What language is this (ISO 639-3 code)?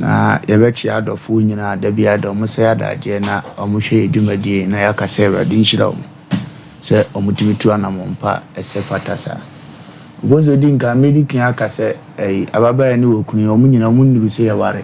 aka